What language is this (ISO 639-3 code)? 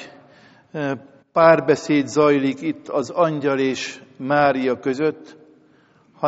hun